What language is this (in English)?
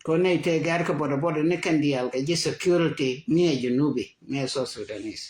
Nuer